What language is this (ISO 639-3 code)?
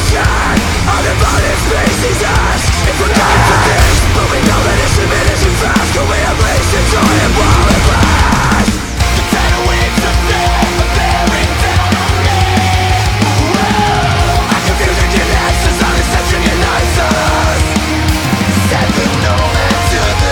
eng